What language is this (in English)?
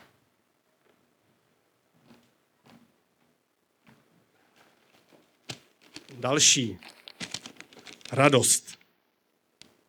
Czech